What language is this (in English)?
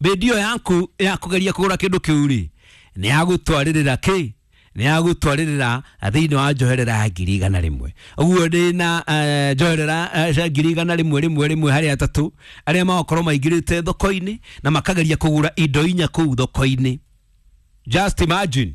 Kikuyu